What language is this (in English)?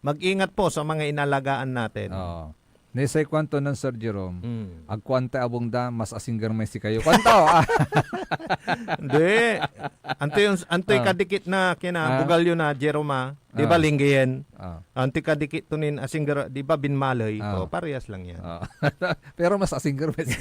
Pangasinan